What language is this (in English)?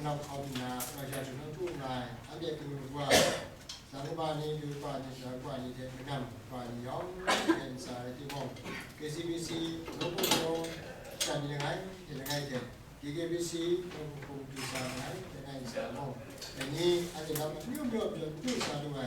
Kachin